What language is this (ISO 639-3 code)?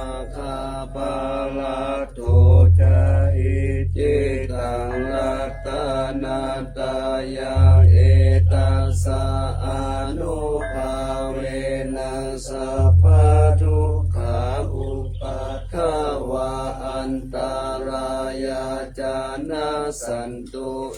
pli